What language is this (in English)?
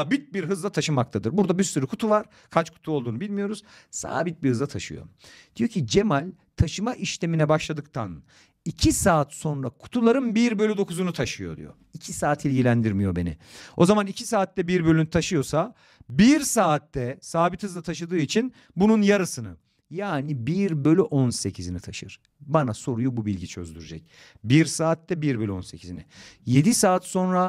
Turkish